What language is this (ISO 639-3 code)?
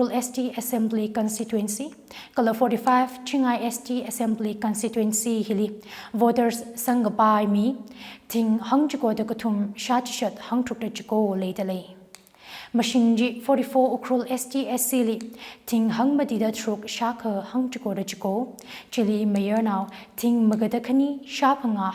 nmf